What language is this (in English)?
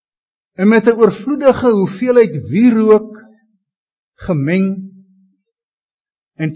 Afrikaans